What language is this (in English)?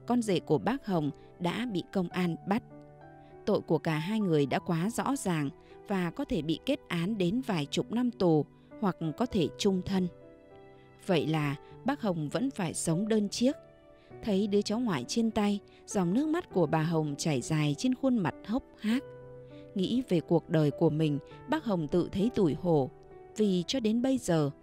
Vietnamese